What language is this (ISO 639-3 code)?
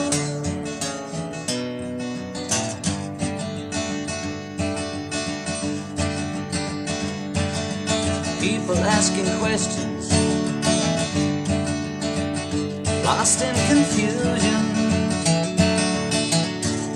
eng